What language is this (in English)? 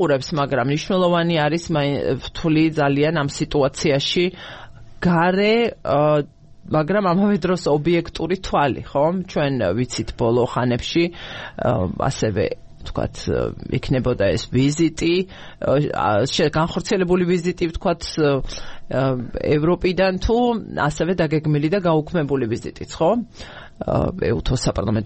Georgian